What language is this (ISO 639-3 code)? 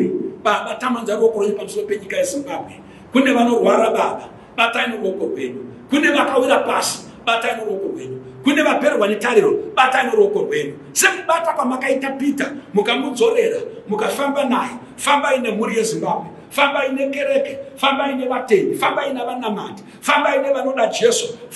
sna